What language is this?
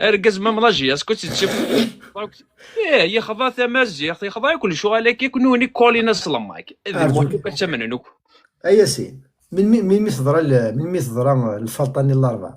Kabyle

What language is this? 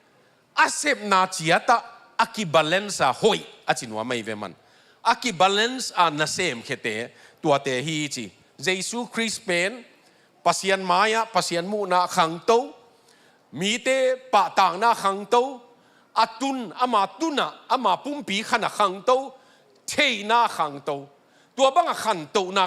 Tedim Chin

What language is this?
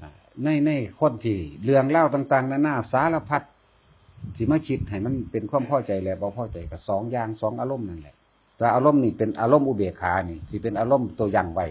Northeastern Thai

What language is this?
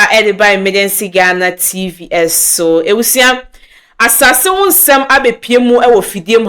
Akan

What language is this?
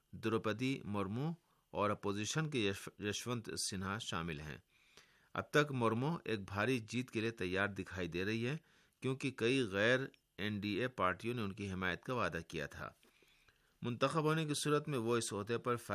Urdu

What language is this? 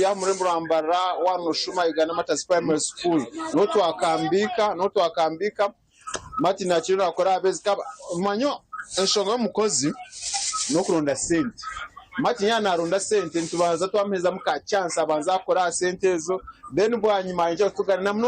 Nyankole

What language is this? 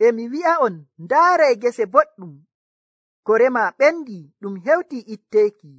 Nigerian Fulfulde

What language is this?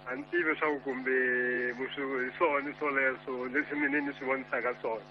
Tsonga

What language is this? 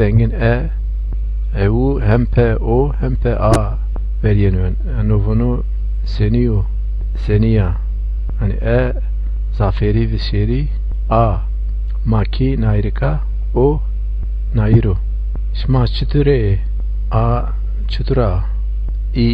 Zaza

